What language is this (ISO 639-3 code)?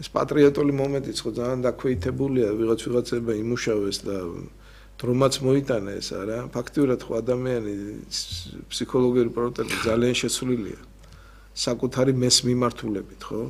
kat